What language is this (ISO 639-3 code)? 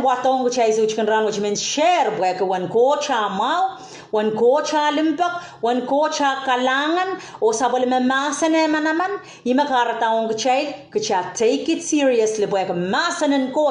pon